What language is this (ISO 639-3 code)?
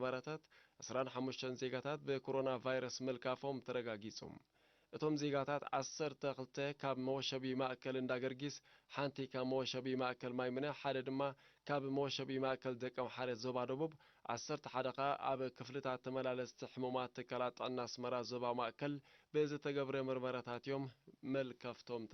tir